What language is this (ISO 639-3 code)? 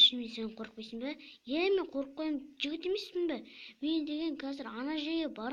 kaz